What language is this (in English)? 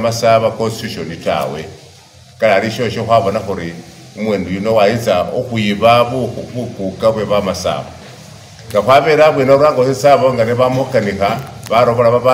Masaaba